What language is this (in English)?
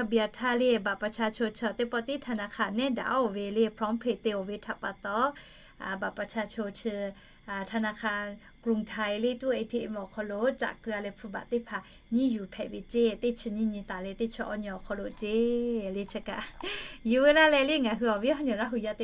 Lahu